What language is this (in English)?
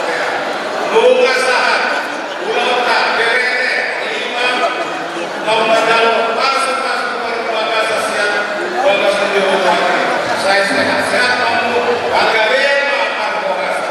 Batak Toba